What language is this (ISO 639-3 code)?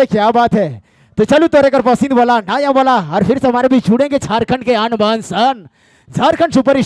sck